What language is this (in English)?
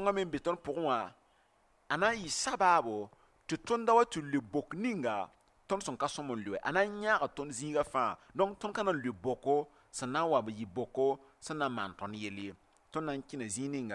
Mossi